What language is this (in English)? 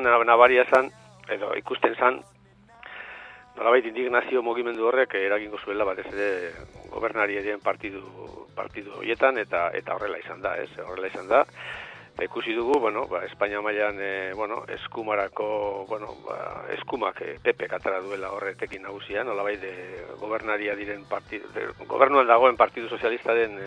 Basque